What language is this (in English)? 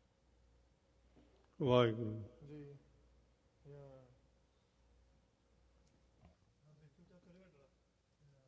Punjabi